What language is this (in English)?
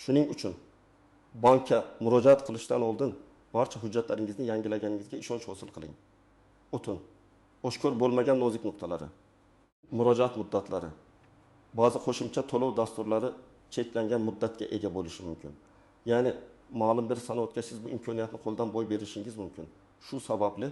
Uzbek